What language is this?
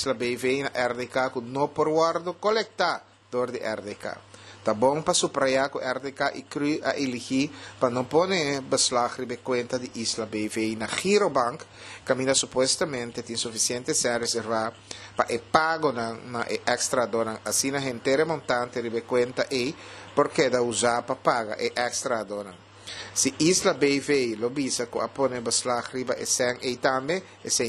Papiamento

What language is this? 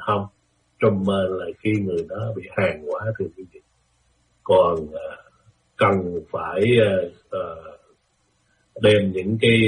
Vietnamese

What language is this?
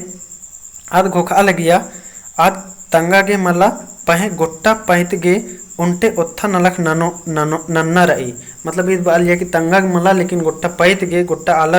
Kurukh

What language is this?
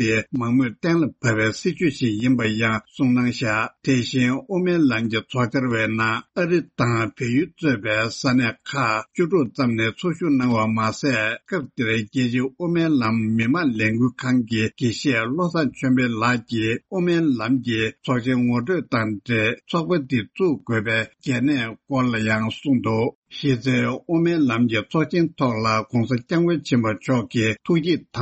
Tibetan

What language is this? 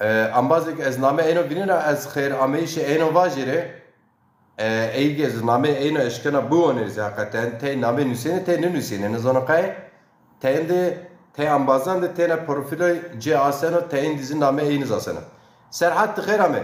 Zaza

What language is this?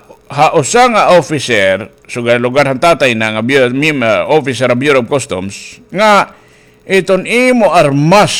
Waray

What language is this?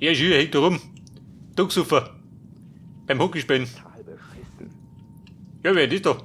Bavarian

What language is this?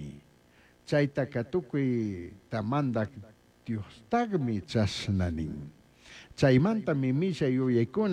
Chimborazo Highland Quichua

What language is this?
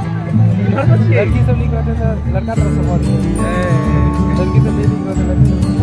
Maithili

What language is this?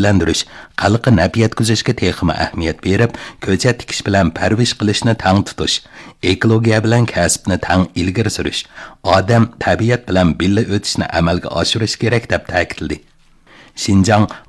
Uyghur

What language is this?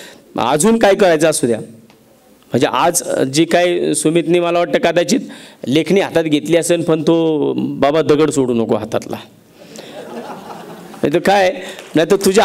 Marathi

